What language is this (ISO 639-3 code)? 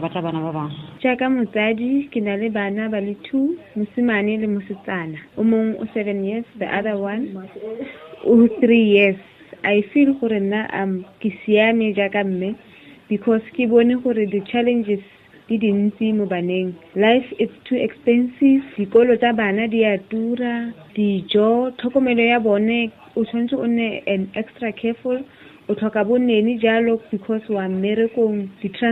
tsn